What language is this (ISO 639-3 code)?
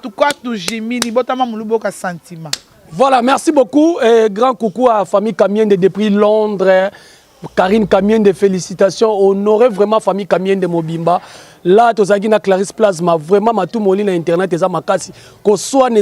lin